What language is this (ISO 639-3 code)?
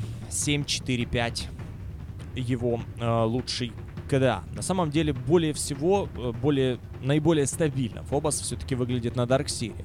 rus